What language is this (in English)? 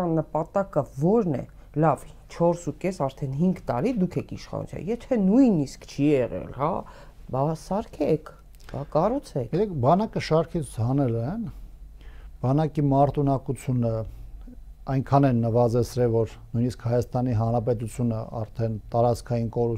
Armenian